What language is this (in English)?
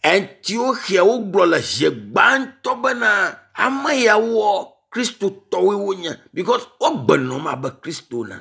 Ewe